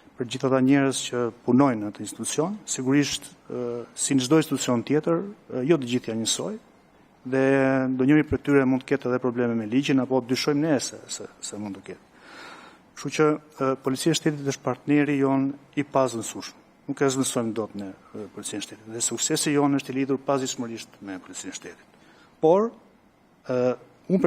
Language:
Albanian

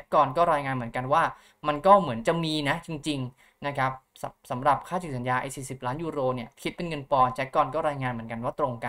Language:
Thai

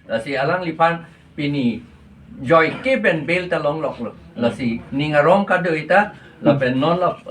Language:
Karbi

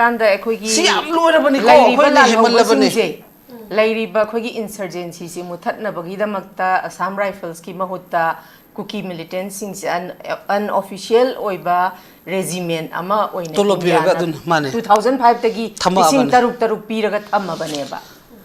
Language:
Manipuri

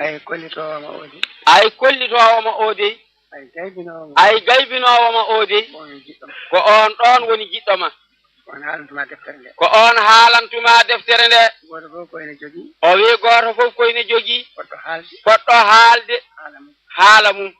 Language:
Fula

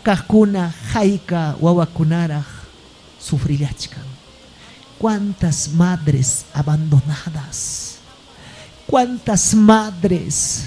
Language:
Ayacucho Quechua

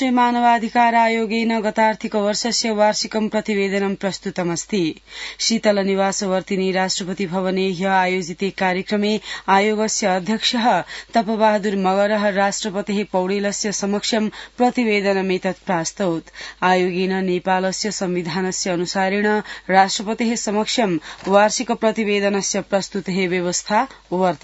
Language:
Sanskrit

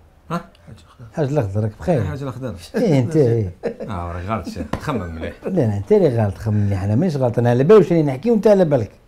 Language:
Algerian Arabic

